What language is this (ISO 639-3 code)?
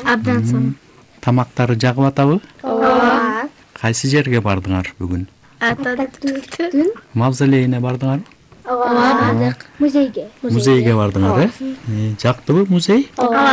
kir